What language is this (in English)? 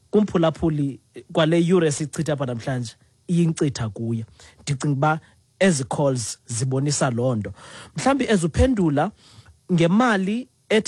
Xhosa